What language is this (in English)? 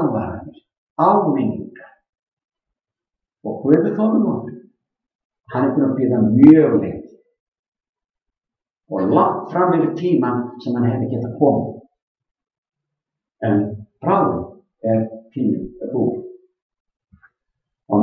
Icelandic